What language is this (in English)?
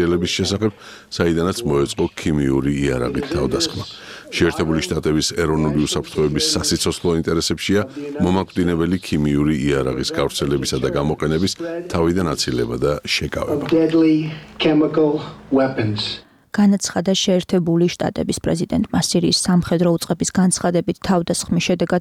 Georgian